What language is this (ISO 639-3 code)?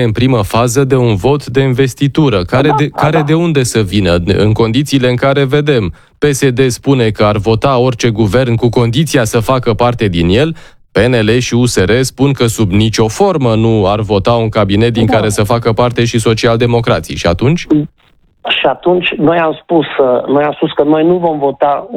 ron